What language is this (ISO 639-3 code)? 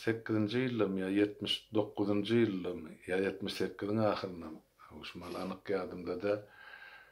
tuk